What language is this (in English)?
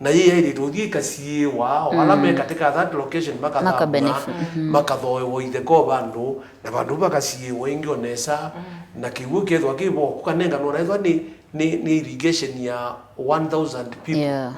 Kamba